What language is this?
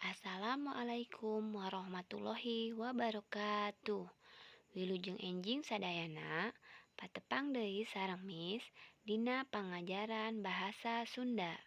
Sundanese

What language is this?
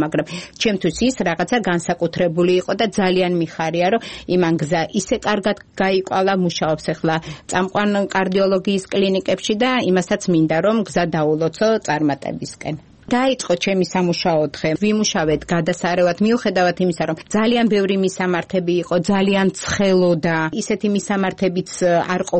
Georgian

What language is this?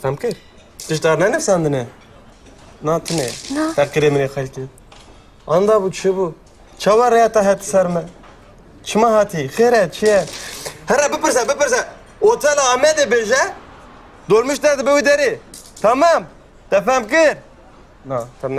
Kurdish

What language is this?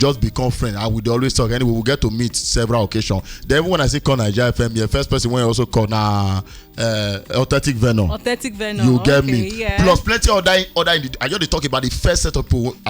Nigerian Pidgin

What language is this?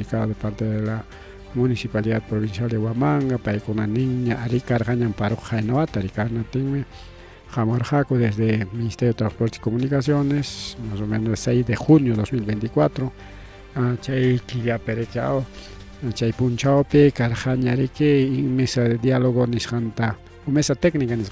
Ayacucho Quechua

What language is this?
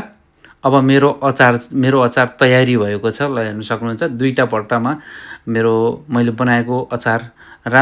Nepali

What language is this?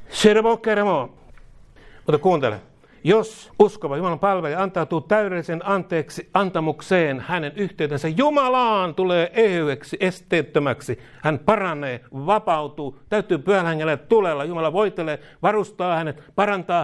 Finnish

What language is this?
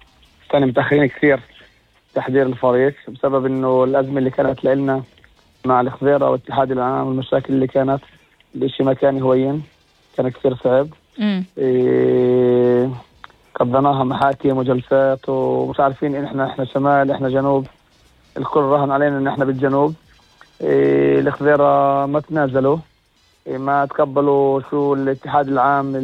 North Levantine Arabic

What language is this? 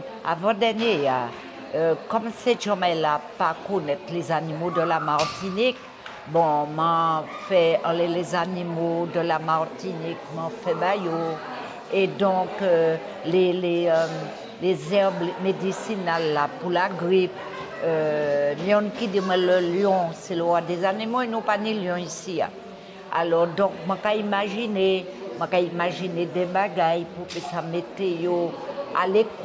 Guadeloupean Creole French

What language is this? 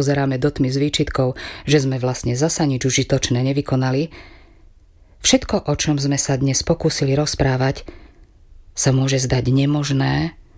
Slovak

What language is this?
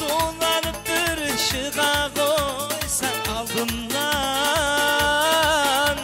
Kara-Kalpak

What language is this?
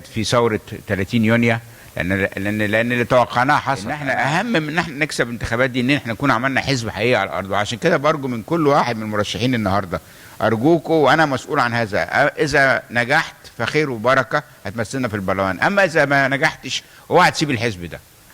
Egyptian Arabic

